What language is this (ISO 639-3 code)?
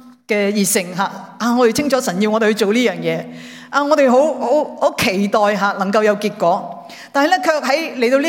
yue